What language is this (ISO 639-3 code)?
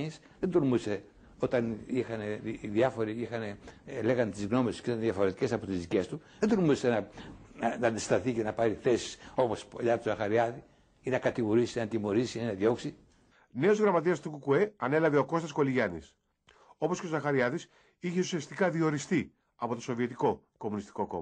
ell